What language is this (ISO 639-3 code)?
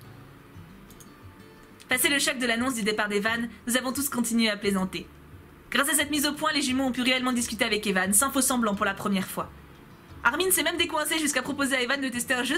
fra